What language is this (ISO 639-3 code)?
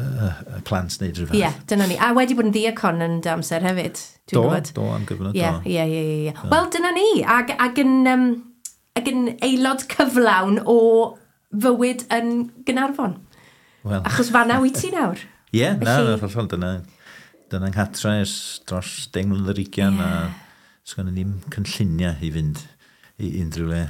cym